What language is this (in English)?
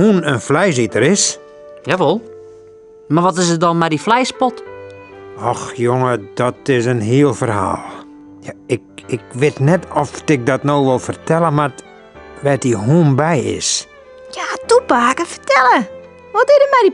Western Frisian